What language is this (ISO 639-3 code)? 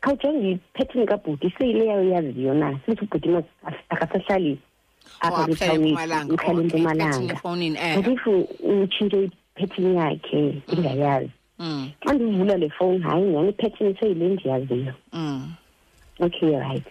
xho